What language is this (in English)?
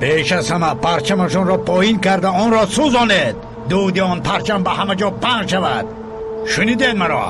Tajik